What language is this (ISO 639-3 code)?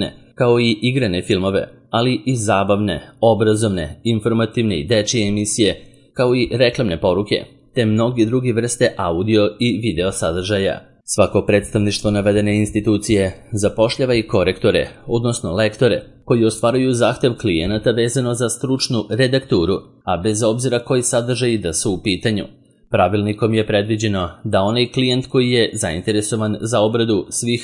srp